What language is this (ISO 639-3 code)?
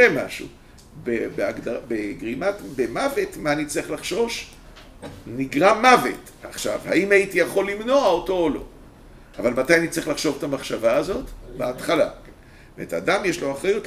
heb